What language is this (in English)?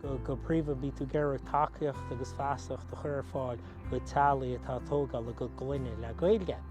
Irish